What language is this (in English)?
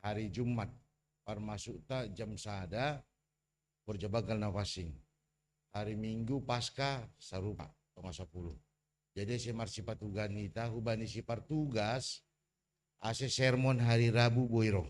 Batak Simalungun